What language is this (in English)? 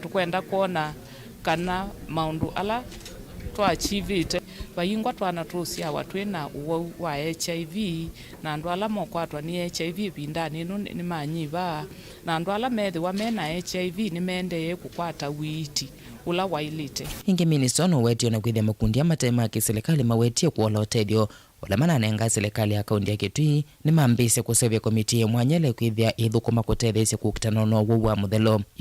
Kamba